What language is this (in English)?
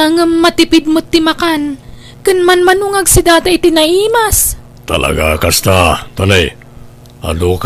Iloko